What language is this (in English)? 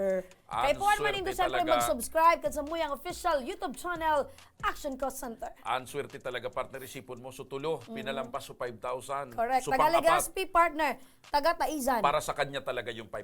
Bikol